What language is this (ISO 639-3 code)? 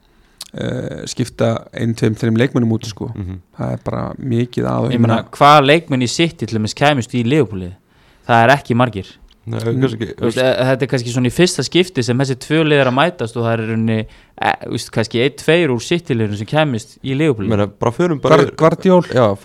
isl